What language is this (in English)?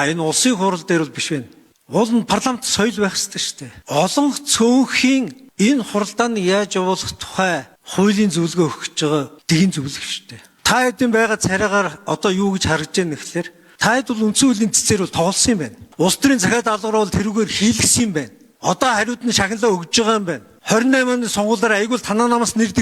Mongolian